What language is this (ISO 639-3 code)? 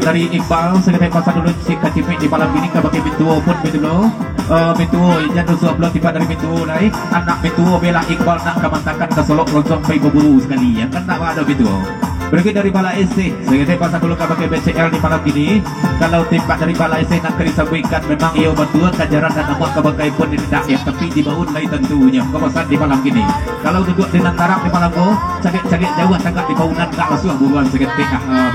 min